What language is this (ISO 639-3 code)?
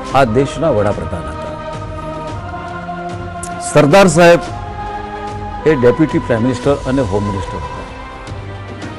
guj